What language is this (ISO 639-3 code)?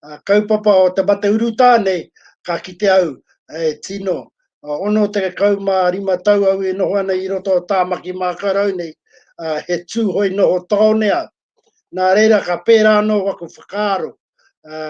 mri